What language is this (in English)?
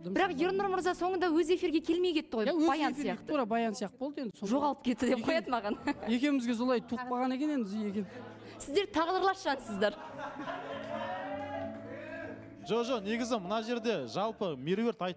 Kazakh